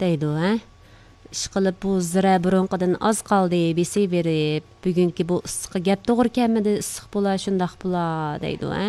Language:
Uyghur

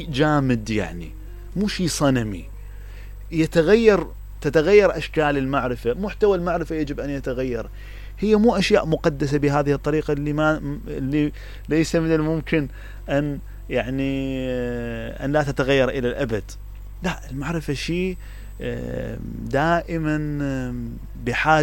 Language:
Mesopotamian Arabic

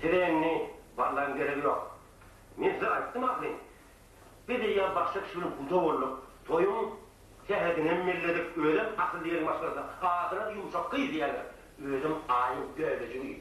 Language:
Turkmen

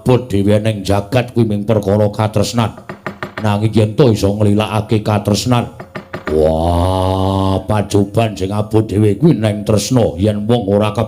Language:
Javanese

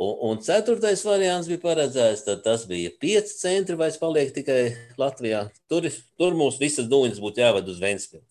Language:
Latvian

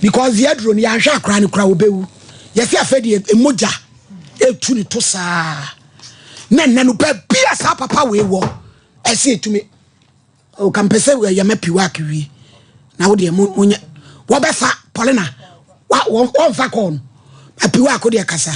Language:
Akan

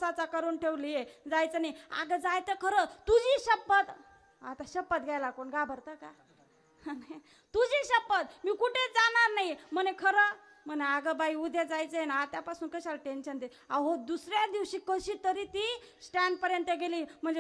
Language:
Marathi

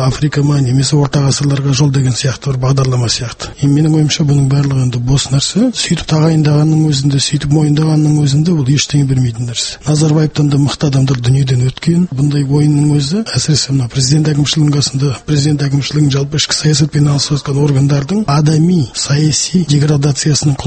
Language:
Kazakh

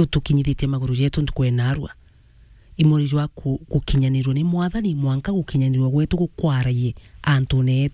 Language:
Meru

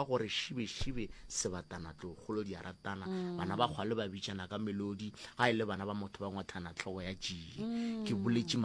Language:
Northern Sotho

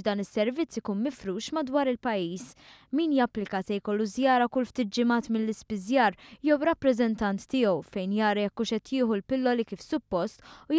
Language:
Maltese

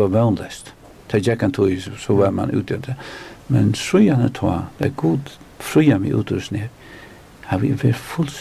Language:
Faroese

